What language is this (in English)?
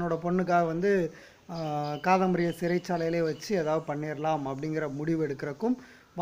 Tamil